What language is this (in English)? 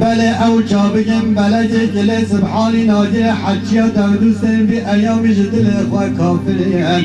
Kurdish